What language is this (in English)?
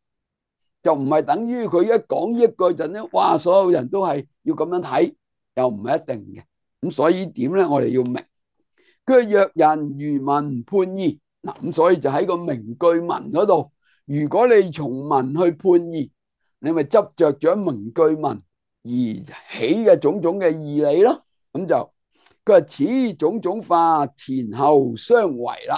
Cantonese